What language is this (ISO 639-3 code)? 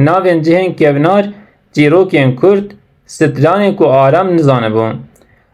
kur